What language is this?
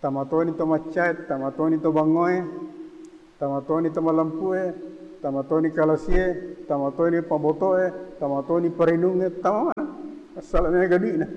Buginese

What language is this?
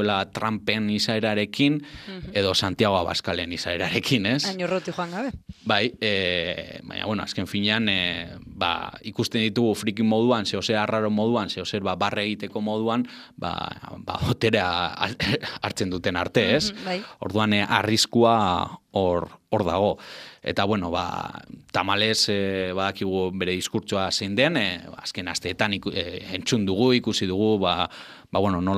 Basque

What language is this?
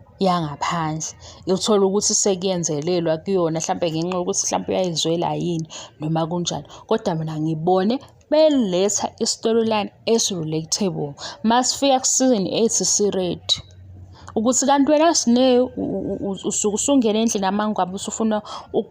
Zulu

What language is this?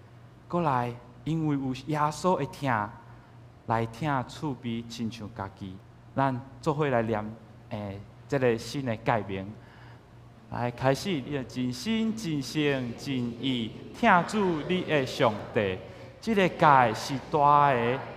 Min Nan Chinese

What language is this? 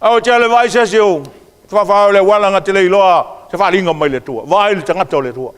Samoan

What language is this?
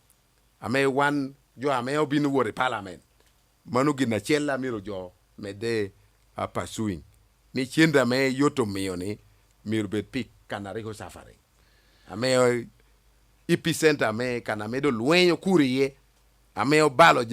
Lango (Uganda)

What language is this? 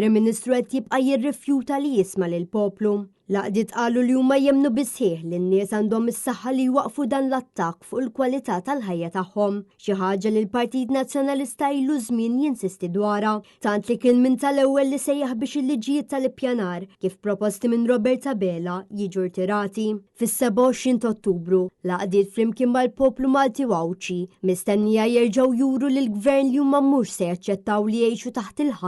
Maltese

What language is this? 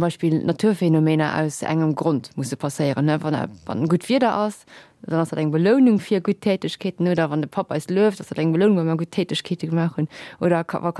Luxembourgish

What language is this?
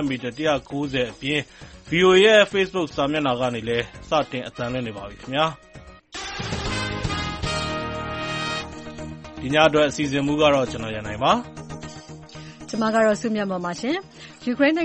Burmese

